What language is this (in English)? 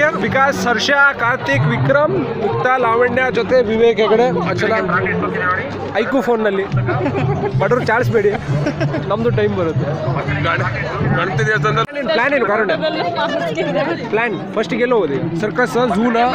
Kannada